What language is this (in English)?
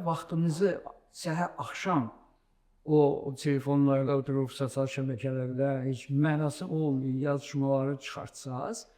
Azerbaijani